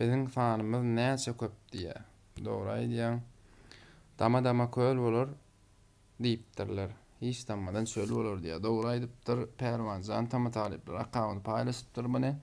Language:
Turkmen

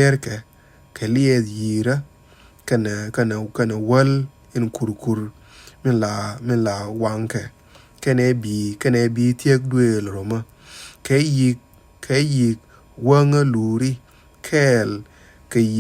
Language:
Nuer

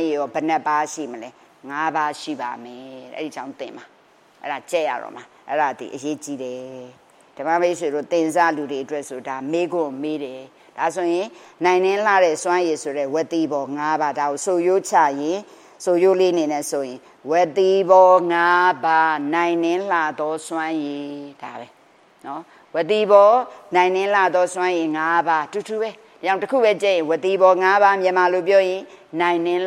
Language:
Burmese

